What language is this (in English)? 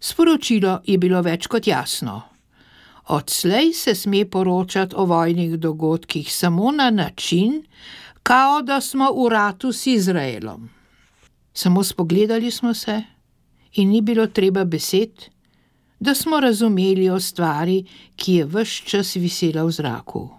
Slovenian